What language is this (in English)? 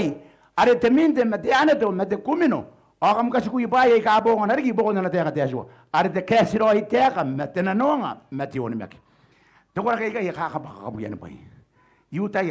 Gilbertese